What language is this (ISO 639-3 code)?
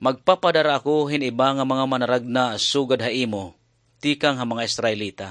war